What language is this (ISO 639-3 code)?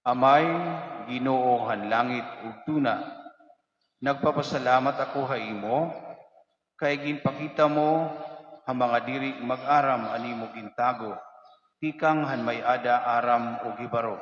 war